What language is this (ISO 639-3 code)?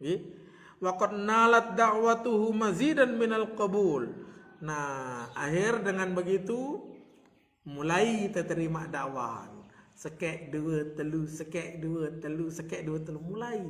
sas